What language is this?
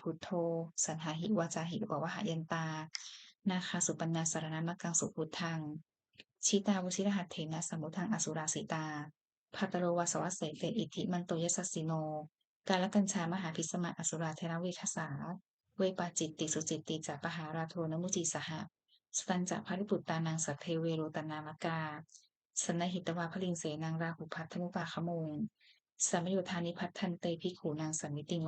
Pali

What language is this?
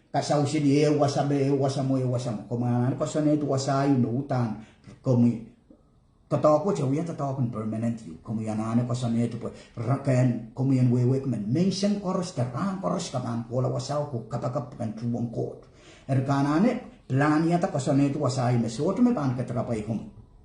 Pohnpeian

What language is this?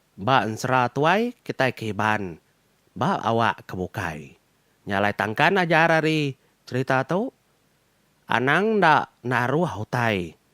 Iban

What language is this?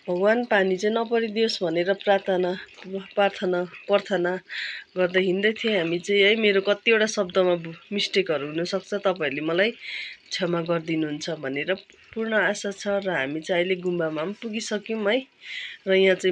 Nepali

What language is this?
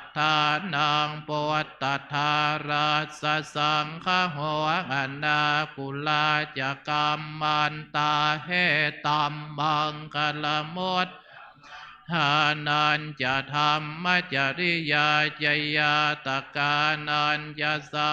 Pali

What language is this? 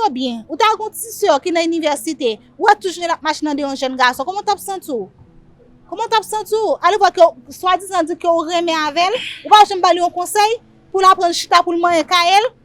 Haitian Creole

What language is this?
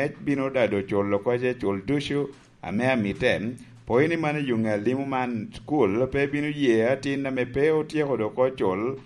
Lango (Uganda)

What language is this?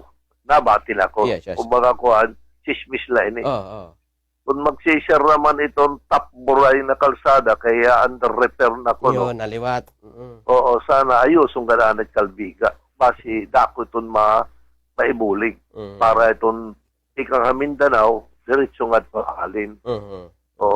Waray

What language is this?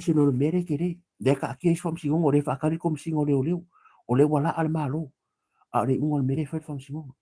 Samoan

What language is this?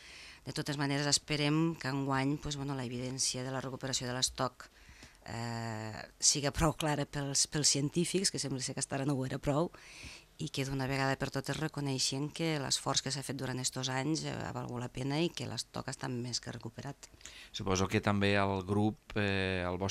Catalan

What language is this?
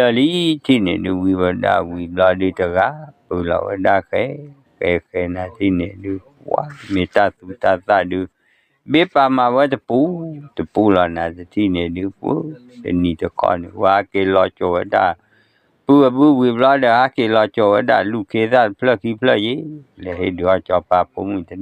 S'gaw Karen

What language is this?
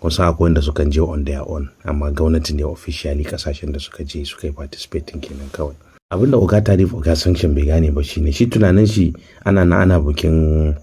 Hausa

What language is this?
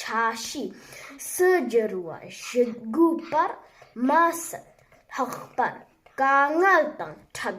Tibetan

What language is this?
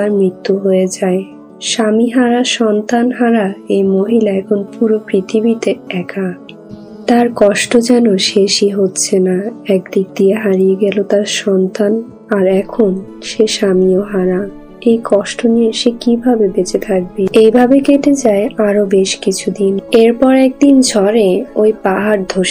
Bangla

